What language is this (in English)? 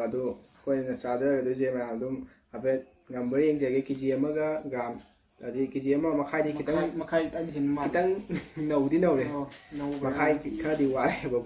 Manipuri